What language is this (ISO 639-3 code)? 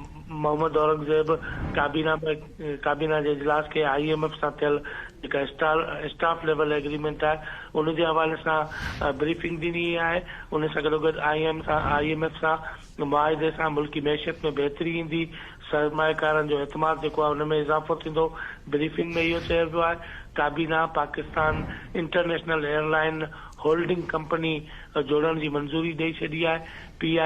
snd